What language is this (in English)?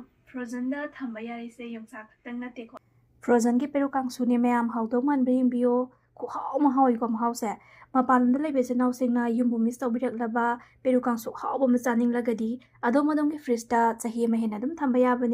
Manipuri